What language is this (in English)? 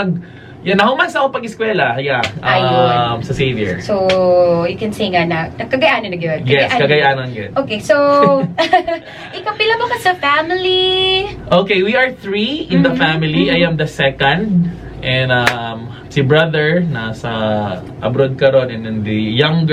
Cebuano